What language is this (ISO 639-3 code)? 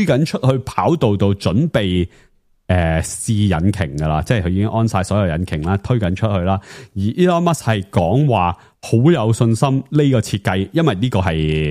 yue